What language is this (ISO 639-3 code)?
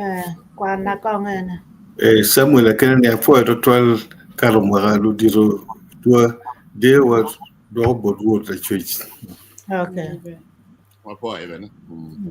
ach